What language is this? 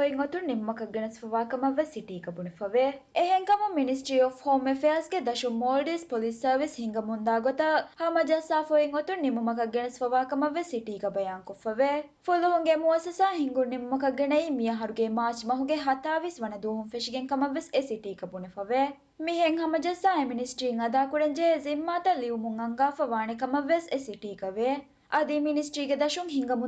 Divehi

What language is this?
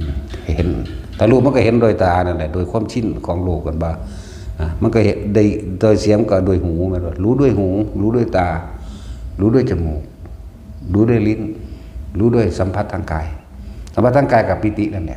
Northeastern Thai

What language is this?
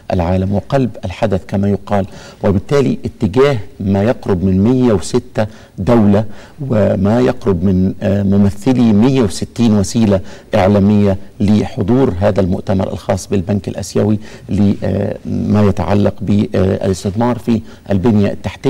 Arabic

